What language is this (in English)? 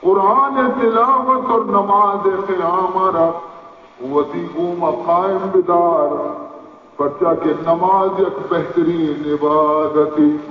Baluchi